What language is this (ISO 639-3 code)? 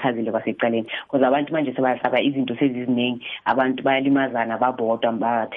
nbl